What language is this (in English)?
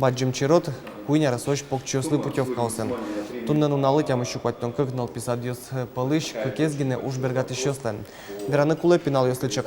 Udmurt